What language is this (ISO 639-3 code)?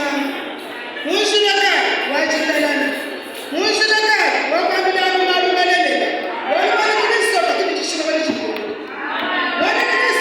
lua